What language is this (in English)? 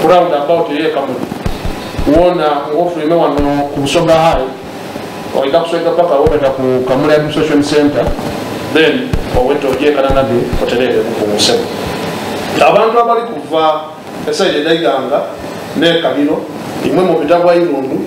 Soga